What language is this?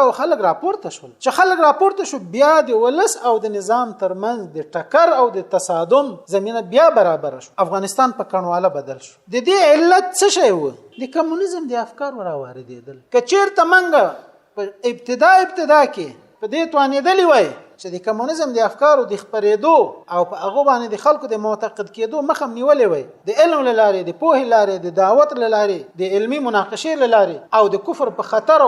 Pashto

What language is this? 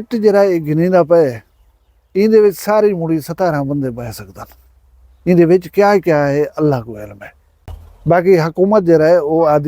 Saraiki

